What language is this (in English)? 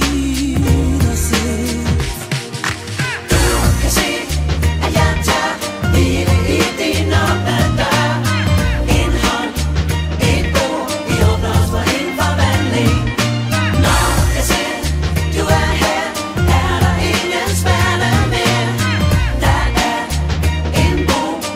Danish